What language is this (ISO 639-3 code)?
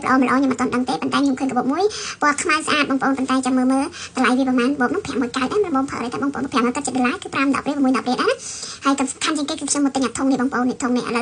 khm